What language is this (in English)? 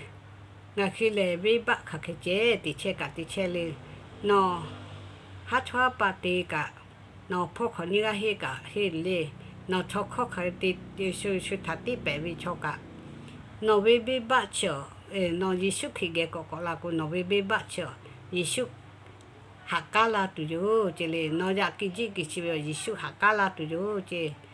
Lahu